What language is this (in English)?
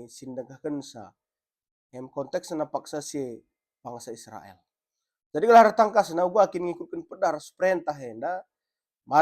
Batak Karo